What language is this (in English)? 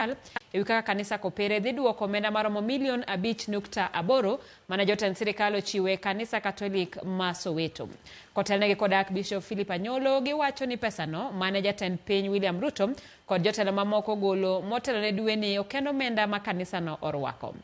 Luo (Kenya and Tanzania)